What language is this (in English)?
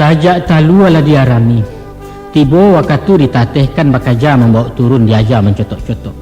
Minangkabau